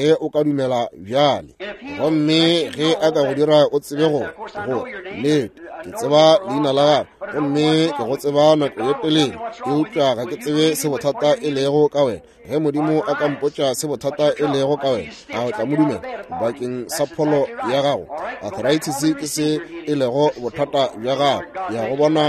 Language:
Northern Sotho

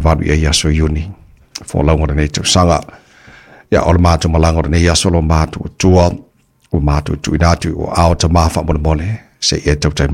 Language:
Samoan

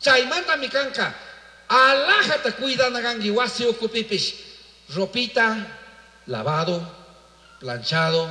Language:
Chimborazo Highland Quichua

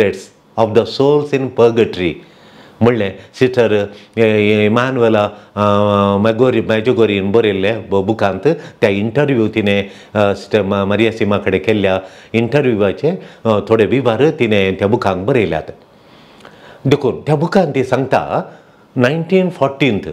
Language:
Konkani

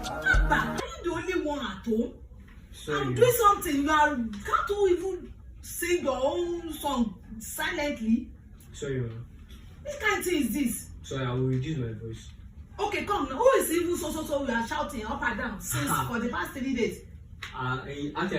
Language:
Nigerian Pidgin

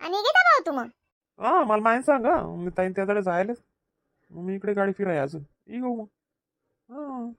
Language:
Khandesi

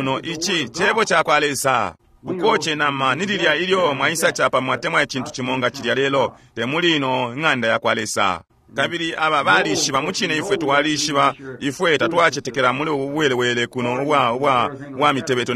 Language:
Bemba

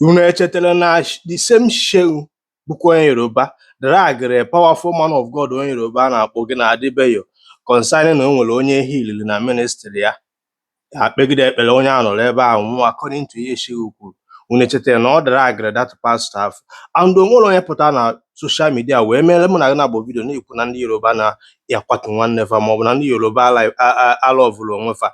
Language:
Igbo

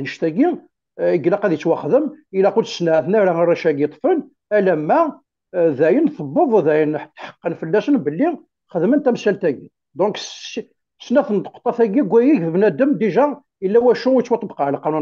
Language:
Kabyle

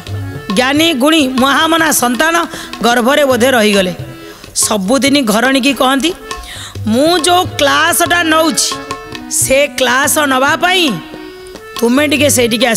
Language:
Odia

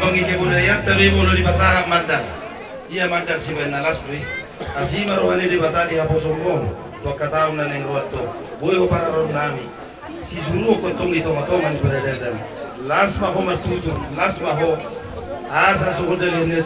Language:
Batak Toba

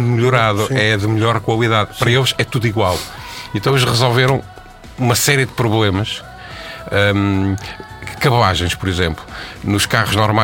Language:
Portuguese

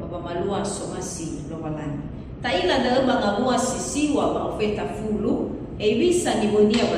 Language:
Nias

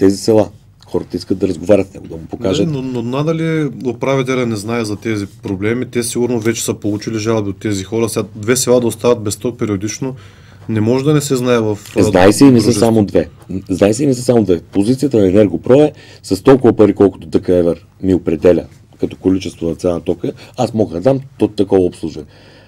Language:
Bulgarian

